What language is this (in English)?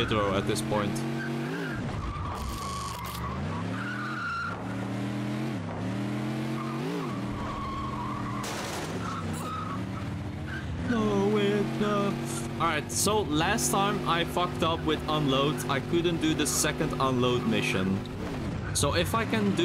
English